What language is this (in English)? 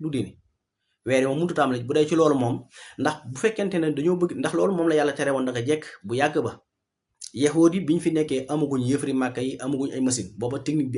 Wolof